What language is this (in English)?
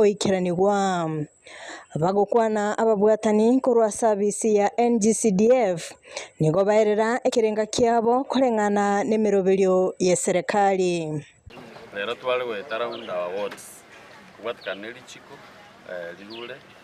Gusii